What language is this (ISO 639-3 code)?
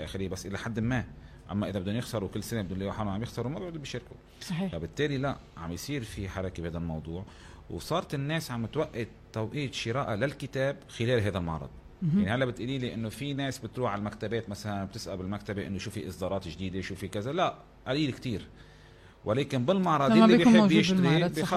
apc